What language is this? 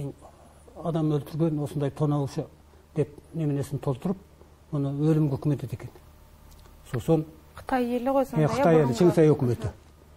Kazakh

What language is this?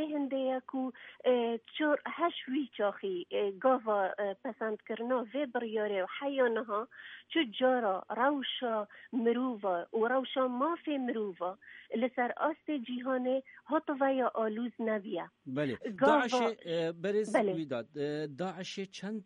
Kurdish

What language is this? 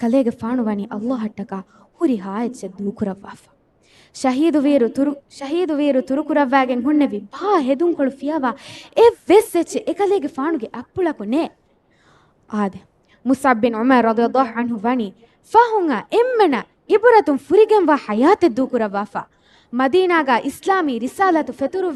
Divehi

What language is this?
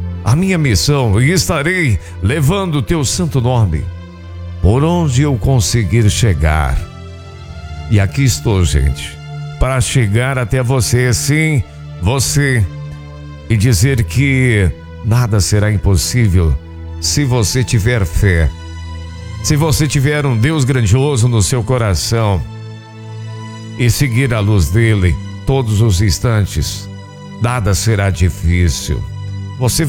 Portuguese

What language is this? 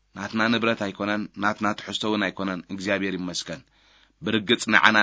Tigrinya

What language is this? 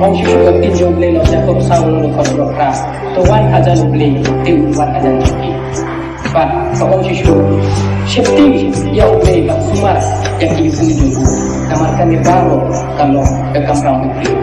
Khasi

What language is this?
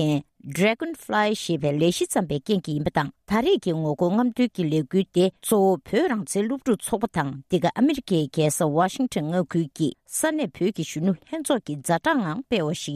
Tibetan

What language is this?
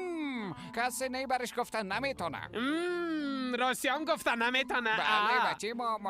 Persian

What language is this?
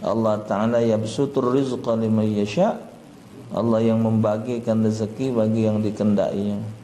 Musi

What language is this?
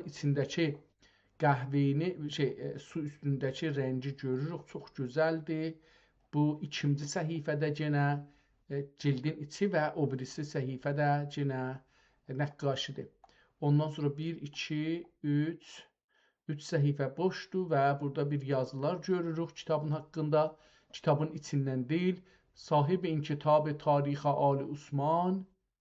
South Azerbaijani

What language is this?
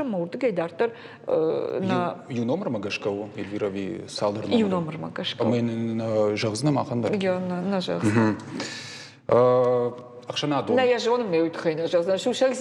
Ossetic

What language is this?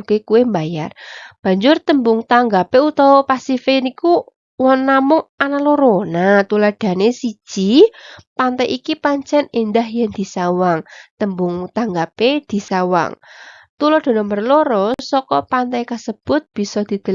Javanese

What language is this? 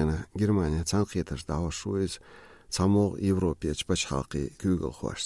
Chechen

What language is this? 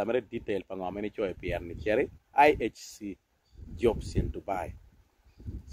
Acoli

